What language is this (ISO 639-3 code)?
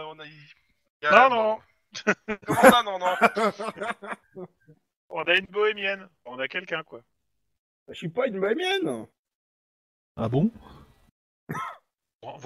fra